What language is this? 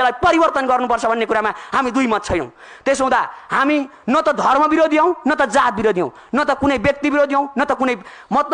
Nepali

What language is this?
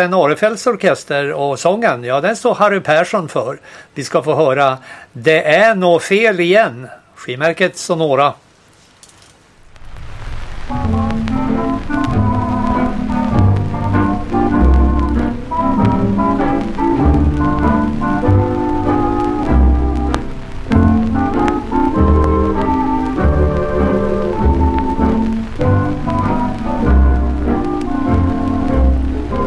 Swedish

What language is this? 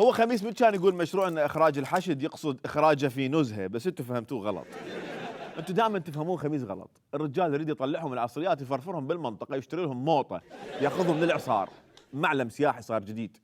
Mesopotamian Arabic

